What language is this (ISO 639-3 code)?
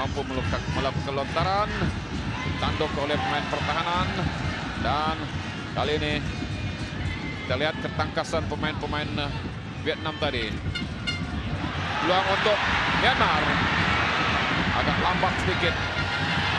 msa